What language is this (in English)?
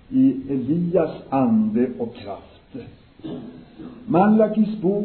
Swedish